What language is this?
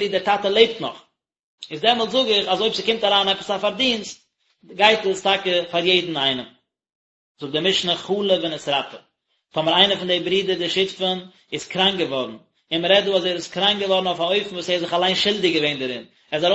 Yiddish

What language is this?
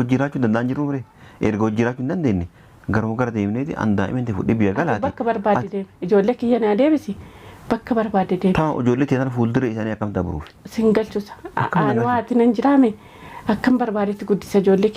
Oromo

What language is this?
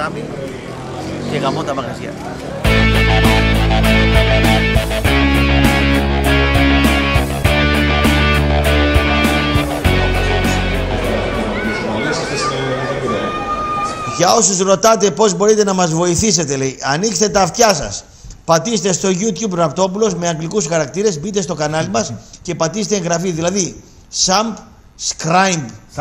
Greek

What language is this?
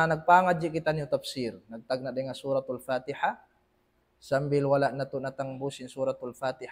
Tausug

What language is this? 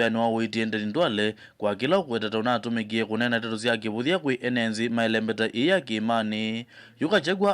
Kamba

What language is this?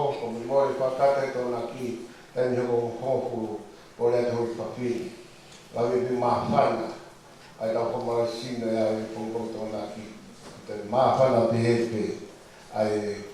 Tongan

